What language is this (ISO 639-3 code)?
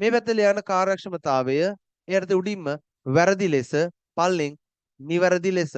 sin